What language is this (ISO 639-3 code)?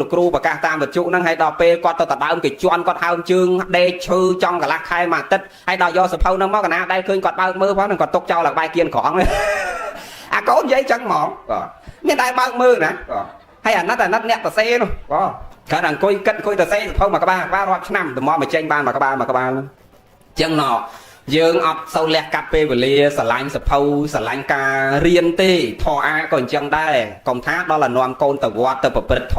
khm